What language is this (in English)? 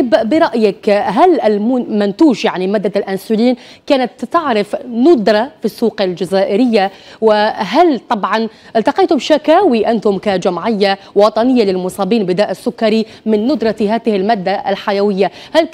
Arabic